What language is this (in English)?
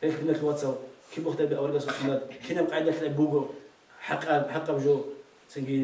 Avaric